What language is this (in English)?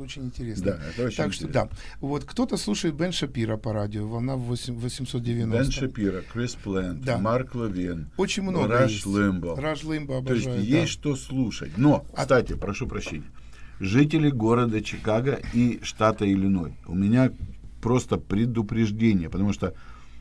Russian